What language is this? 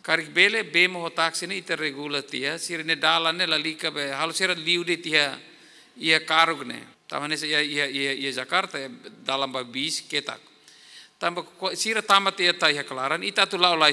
Tetum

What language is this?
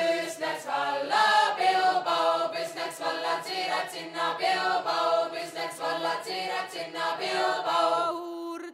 Estonian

